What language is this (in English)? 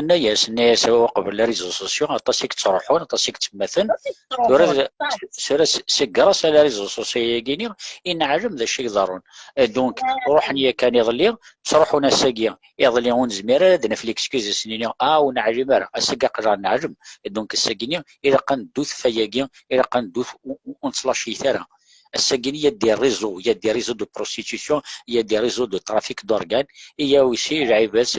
Kabyle